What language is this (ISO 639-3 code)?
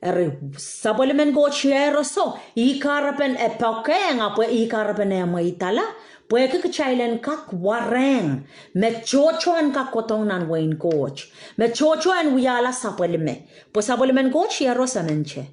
pon